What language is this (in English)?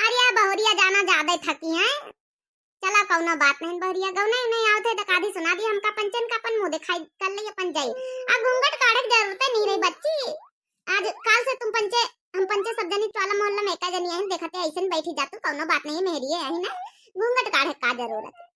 Awadhi